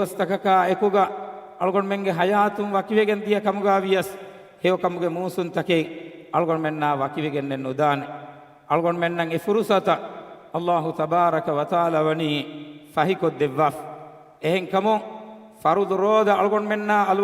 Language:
Divehi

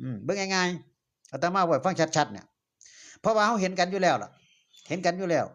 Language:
Northeastern Thai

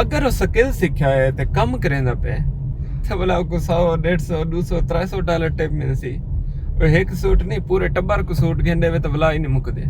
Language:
Saraiki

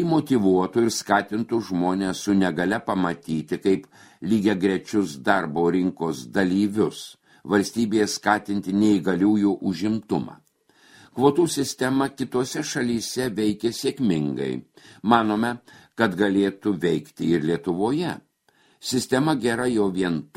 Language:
Lithuanian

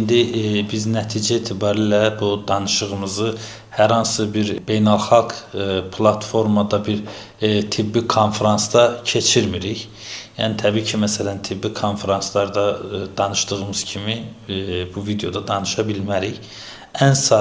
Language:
Azerbaijani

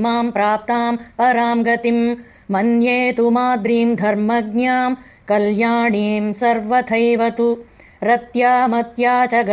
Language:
Sanskrit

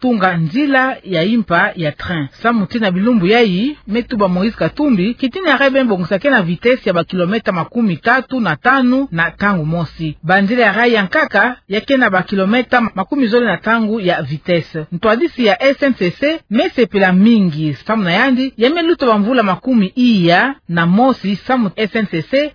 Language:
Kituba (Democratic Republic of Congo)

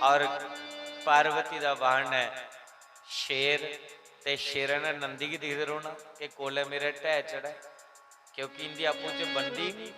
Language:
Dogri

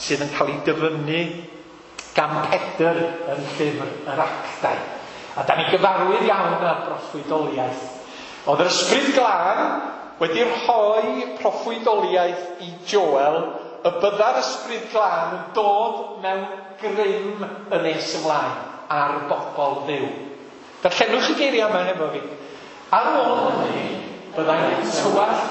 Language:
Welsh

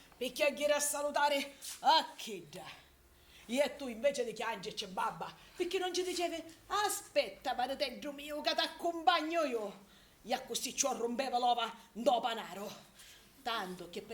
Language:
Sicilian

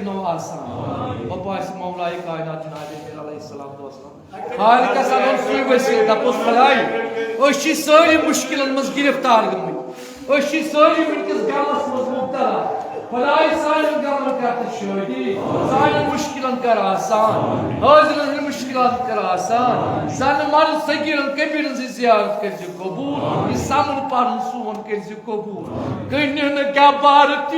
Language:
Kashmiri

